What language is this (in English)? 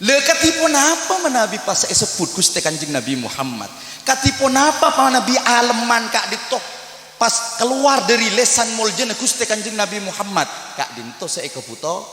Madurese